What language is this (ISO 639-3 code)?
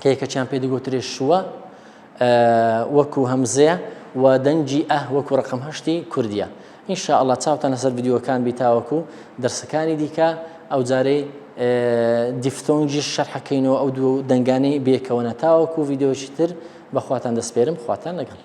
ckb